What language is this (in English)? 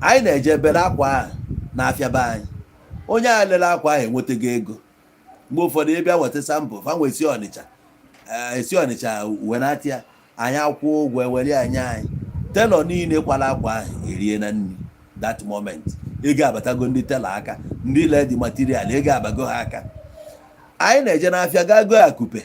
Igbo